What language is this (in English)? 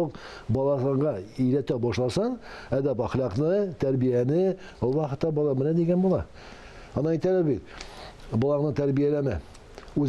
Tatar